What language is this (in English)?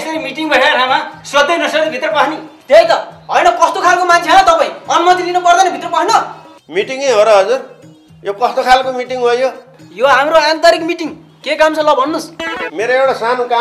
Nepali